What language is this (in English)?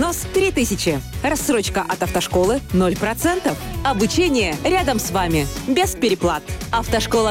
Russian